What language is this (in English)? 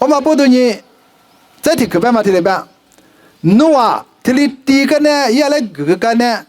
Lisu